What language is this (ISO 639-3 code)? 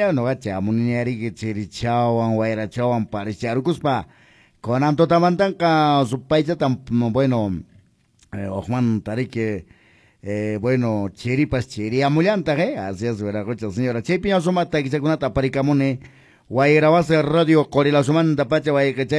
que